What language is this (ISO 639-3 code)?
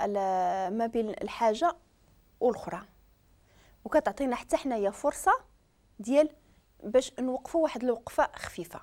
ary